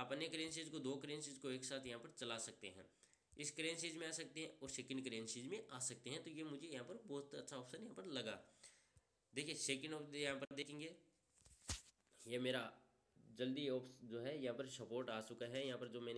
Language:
Hindi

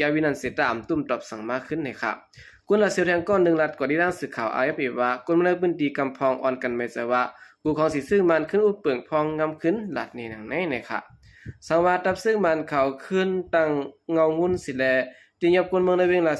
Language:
Shan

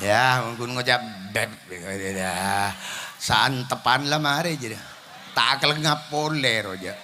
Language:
Madurese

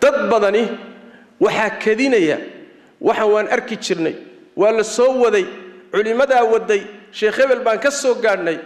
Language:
Somali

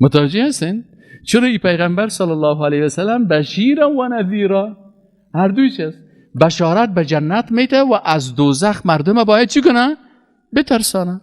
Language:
Persian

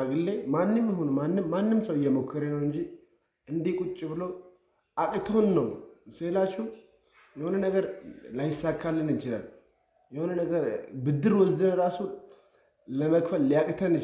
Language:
Amharic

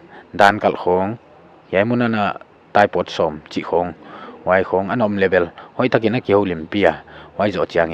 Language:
Paite Chin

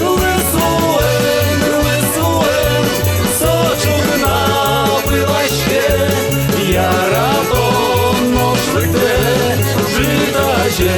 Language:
Udmurt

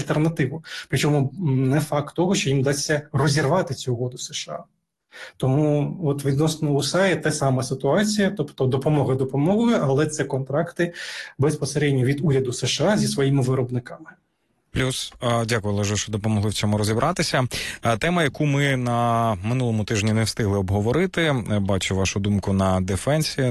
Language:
Ukrainian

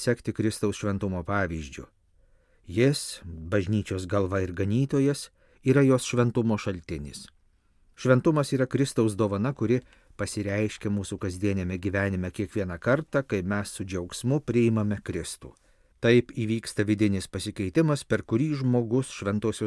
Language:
Lithuanian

